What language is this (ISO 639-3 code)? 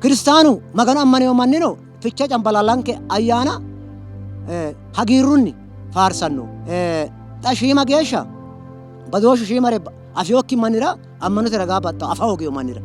sid